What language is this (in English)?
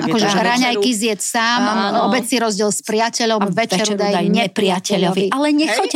Slovak